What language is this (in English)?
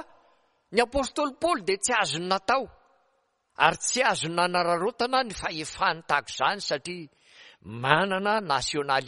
Malagasy